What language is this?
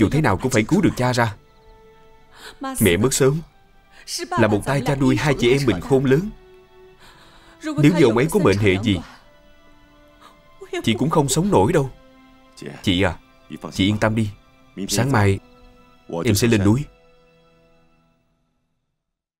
Vietnamese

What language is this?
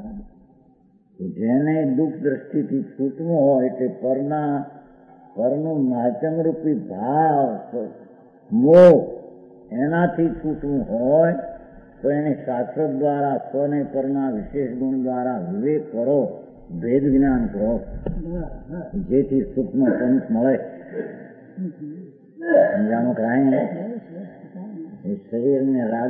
Gujarati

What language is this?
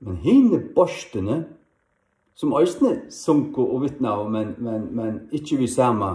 Faroese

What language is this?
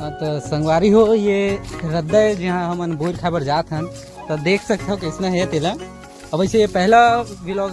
Chhattisgarhi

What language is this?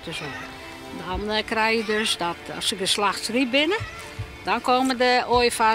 Western Frisian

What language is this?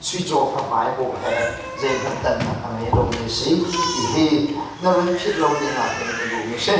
Hakha Chin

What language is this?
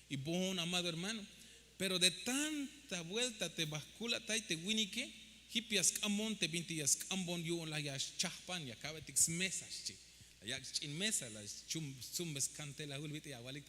Tzeltal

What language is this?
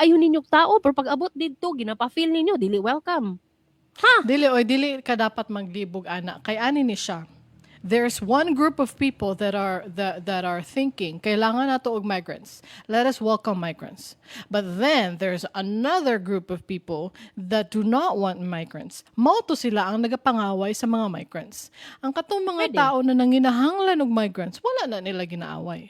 Cebuano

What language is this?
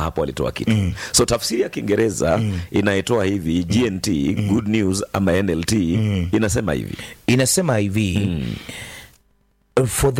Swahili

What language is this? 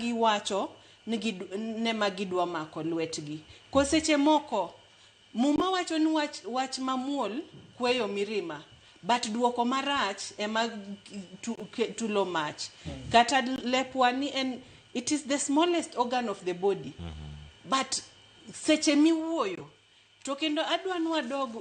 Luo (Kenya and Tanzania)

